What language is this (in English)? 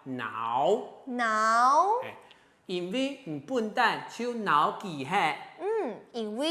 Hakka Chinese